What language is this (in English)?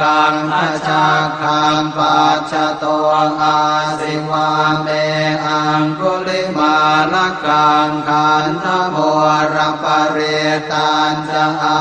Pali